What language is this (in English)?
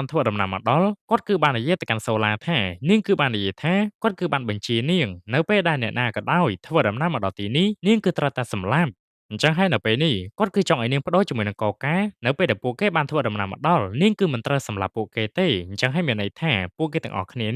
Khmer